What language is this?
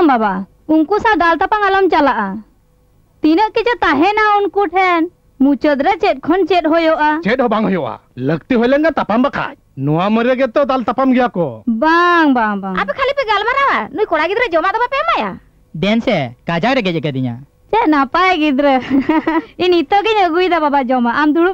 Santali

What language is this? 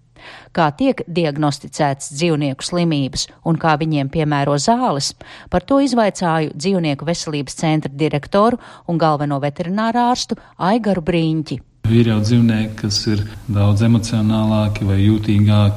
Latvian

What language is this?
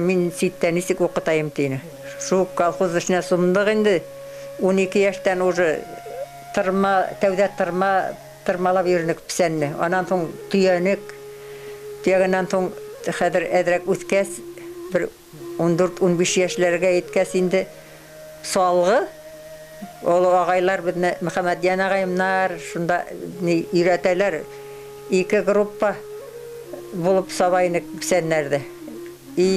Bashkir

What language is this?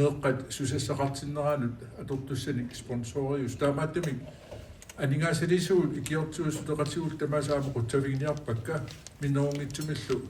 Kalaallisut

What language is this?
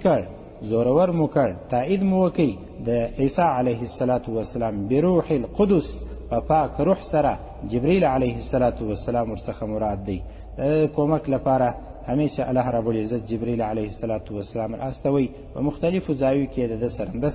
Pashto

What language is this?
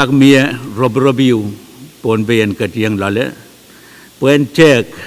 Pohnpeian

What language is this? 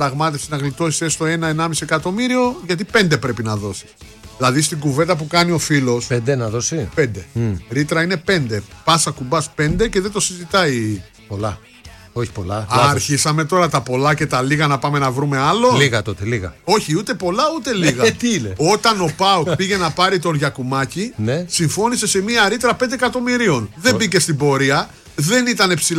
Greek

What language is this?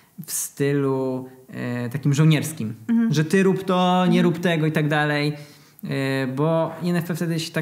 Polish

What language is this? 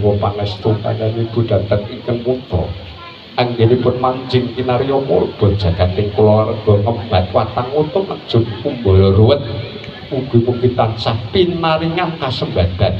Javanese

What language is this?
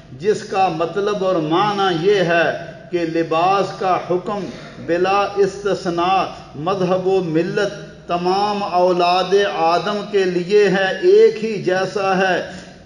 Urdu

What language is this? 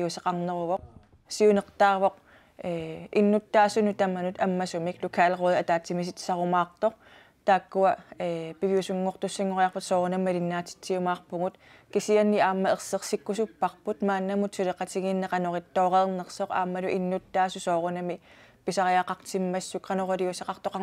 Kalaallisut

